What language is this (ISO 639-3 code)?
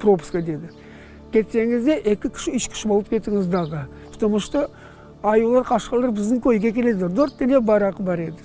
crh